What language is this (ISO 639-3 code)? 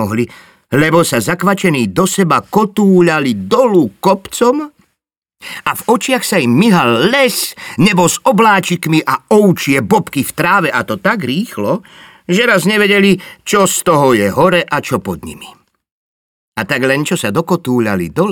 slk